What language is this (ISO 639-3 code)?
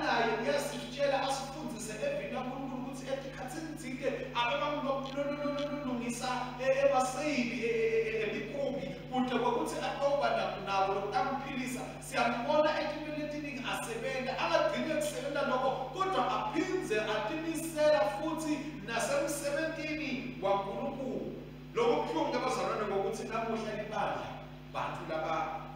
ssw